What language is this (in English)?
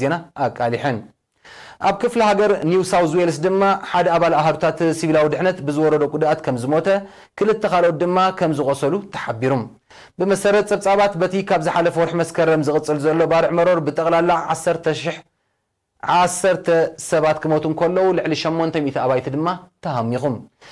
Tigrinya